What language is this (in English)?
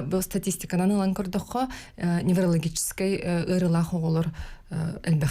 Yakut